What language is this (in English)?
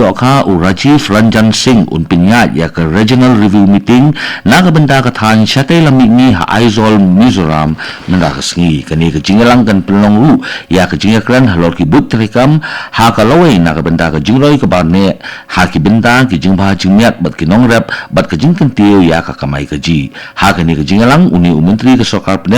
Khasi